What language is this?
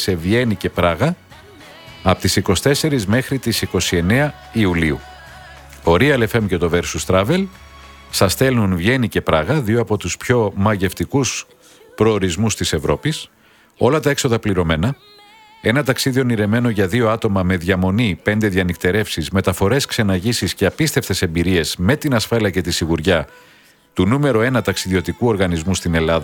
Greek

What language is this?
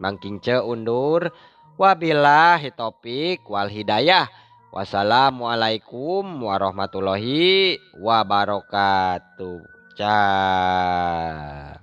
Sundanese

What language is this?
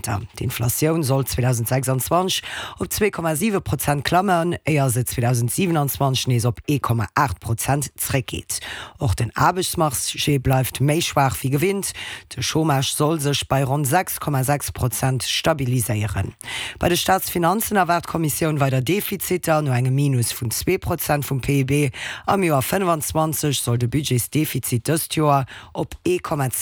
Luxembourgish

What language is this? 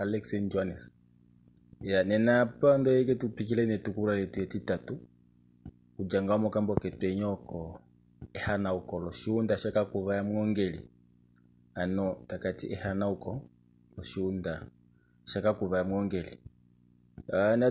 Kuanyama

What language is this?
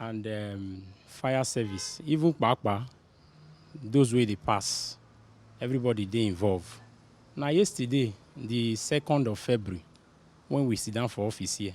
Nigerian Pidgin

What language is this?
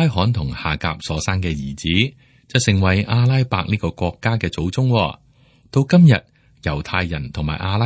Cantonese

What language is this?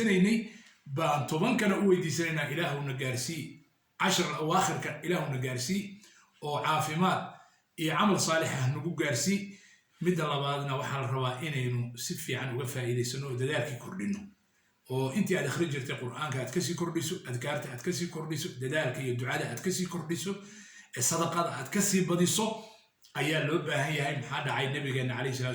Somali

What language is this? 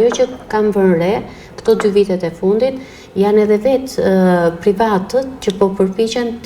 Albanian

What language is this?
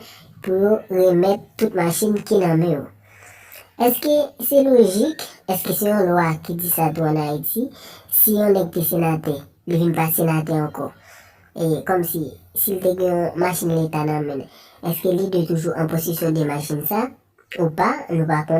Haitian Creole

